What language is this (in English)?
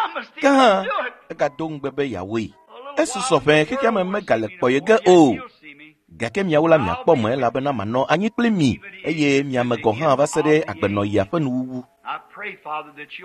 Ewe